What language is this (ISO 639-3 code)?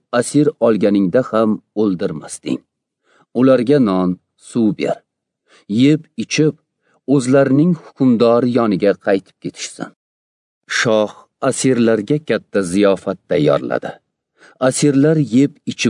uzb